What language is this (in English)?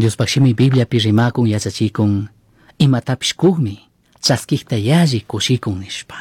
Chimborazo Highland Quichua